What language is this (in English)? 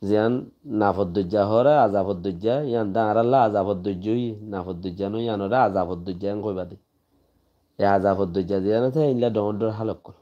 Rohingya